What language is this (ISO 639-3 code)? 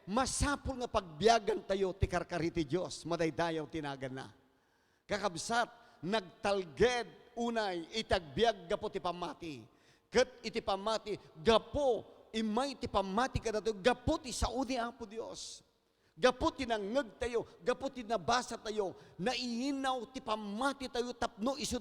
ilo